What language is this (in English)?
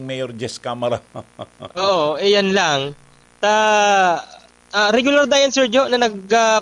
Bikol